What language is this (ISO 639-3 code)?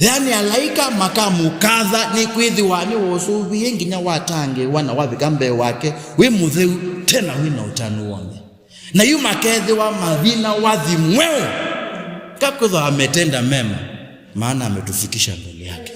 kam